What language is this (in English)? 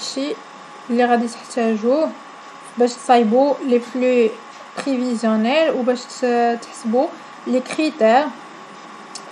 Moroccan Arabic